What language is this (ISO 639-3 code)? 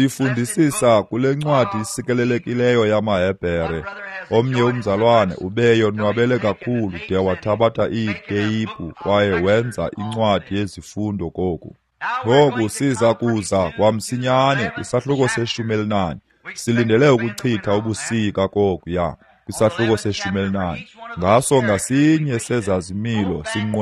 xho